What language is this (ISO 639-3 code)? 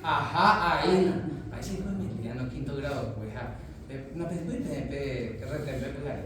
grn